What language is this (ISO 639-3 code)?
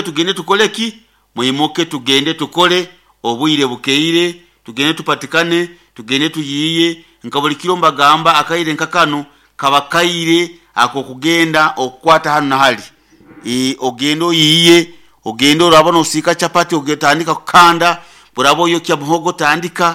nyo